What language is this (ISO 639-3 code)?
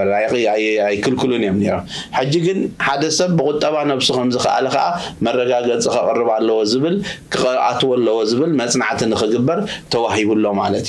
tir